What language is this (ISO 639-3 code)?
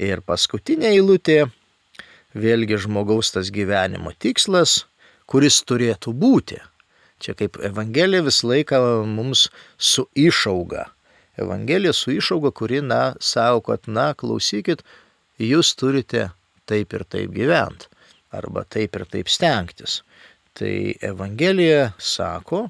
lit